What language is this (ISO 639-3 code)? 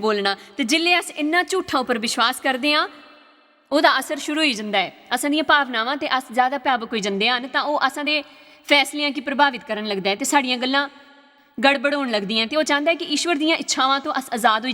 doi